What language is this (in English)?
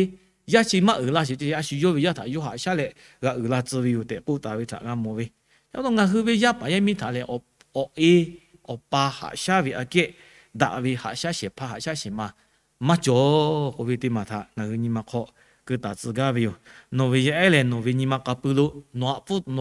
Lahu